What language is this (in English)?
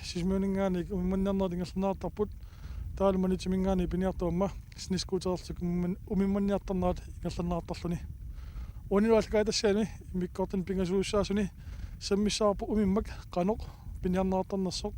Kalaallisut